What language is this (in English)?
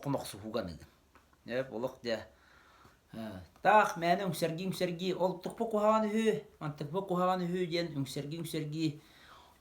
Yakut